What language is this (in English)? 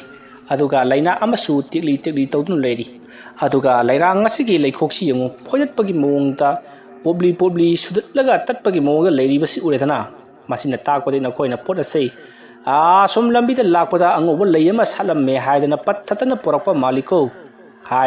Manipuri